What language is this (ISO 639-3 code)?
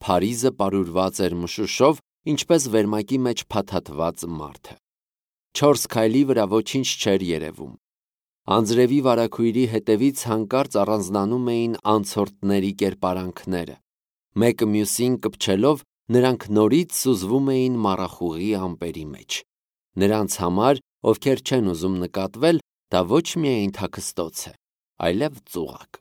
hye